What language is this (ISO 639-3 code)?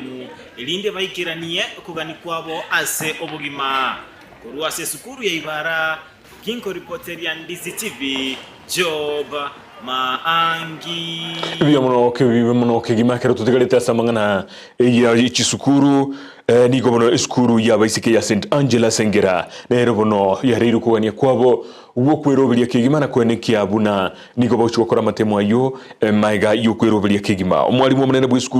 guz